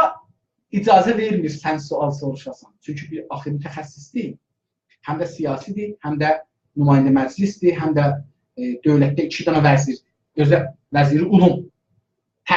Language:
South Azerbaijani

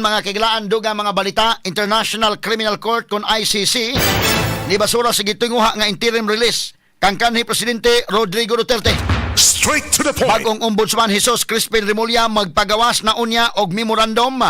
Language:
Cebuano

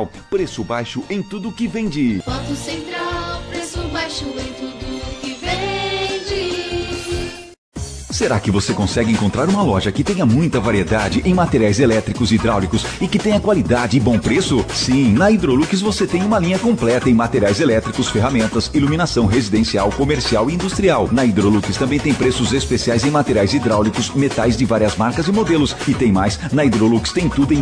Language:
Portuguese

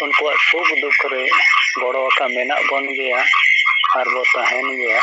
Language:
Santali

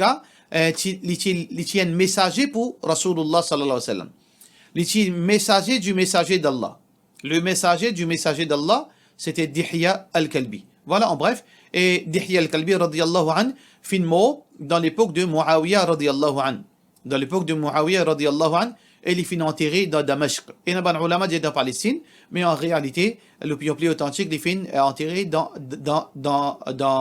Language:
Morisyen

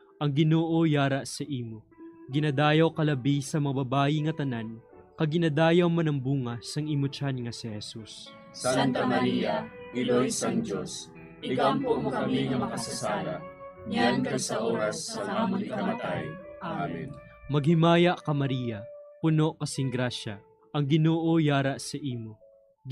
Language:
Hiligaynon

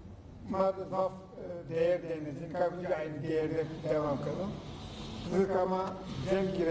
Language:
Zaza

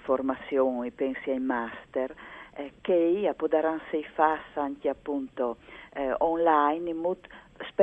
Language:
Friulian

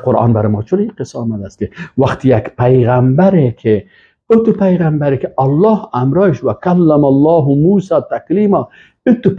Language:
Persian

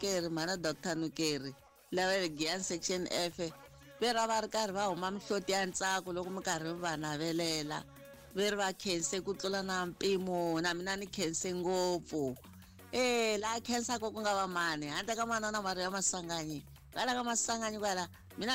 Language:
Tsonga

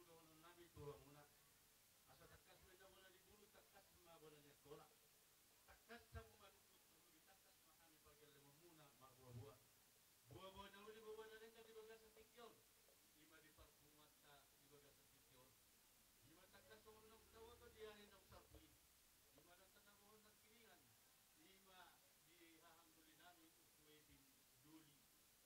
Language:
Batak Toba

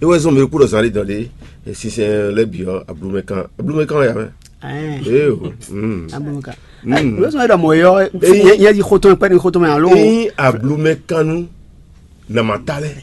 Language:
Fon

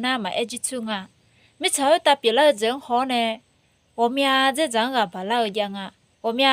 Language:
Akha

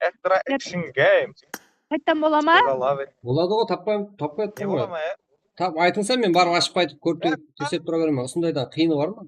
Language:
Kara-Kalpak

